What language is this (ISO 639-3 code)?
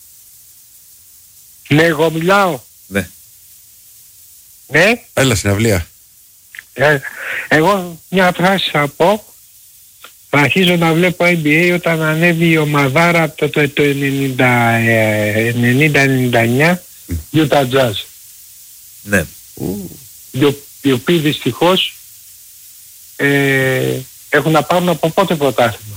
ell